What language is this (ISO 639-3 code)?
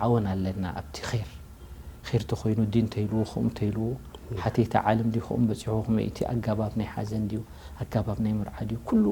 tir